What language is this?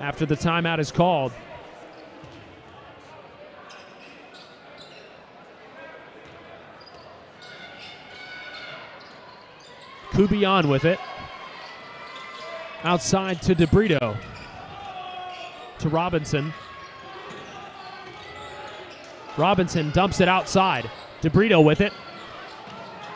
English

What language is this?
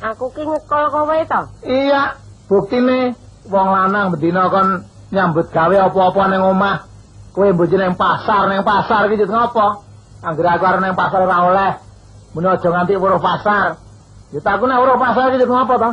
Javanese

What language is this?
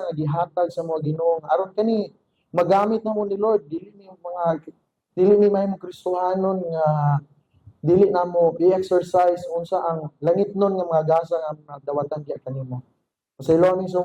Cebuano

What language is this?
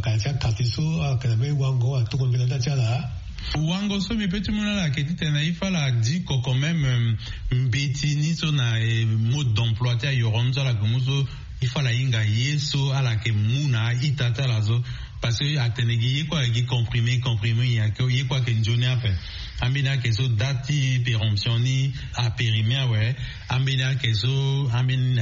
Sango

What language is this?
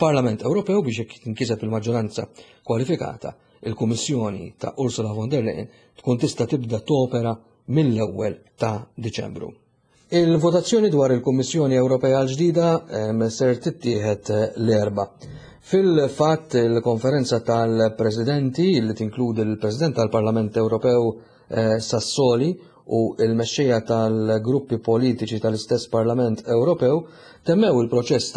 Maltese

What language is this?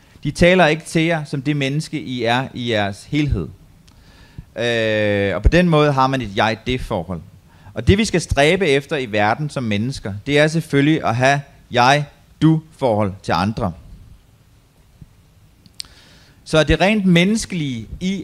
Danish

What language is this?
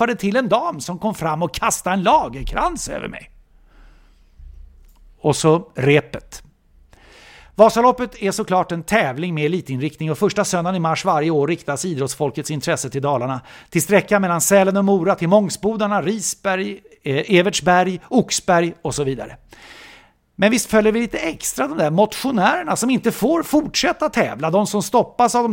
Swedish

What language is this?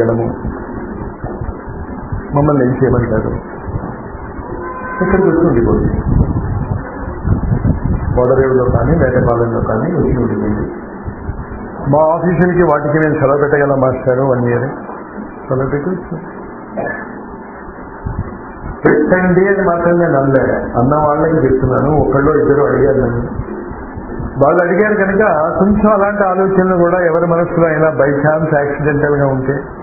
Telugu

